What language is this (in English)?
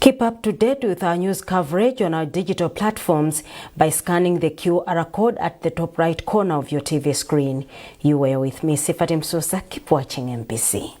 English